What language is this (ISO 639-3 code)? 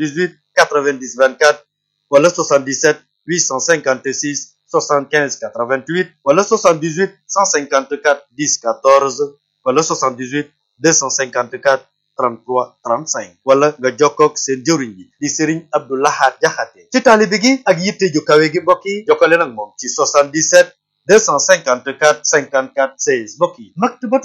wol